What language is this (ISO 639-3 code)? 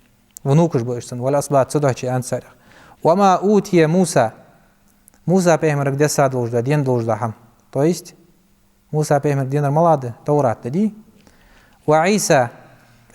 inh